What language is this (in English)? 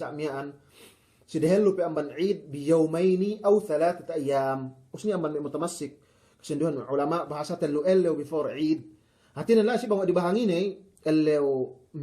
Yakan